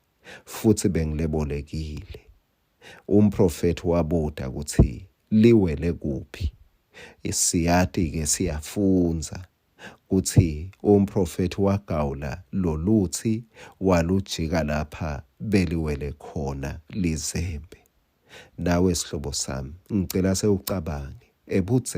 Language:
Swati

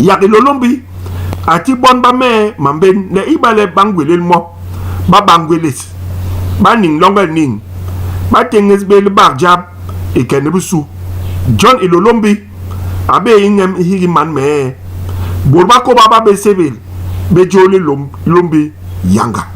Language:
Basaa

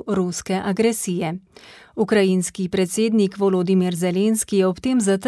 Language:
Slovenian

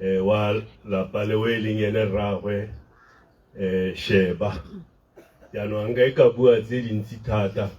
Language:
Tswana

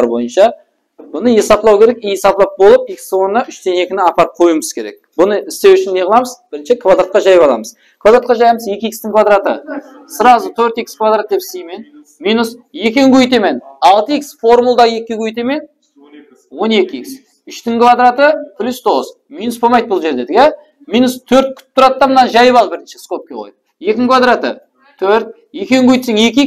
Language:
Kara-Kalpak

